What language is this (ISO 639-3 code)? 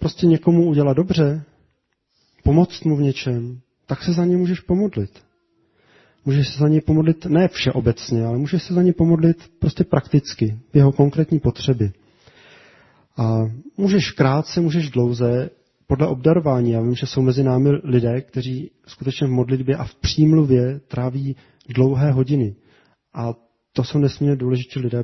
ces